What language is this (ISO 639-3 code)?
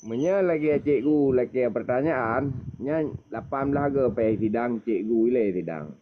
ace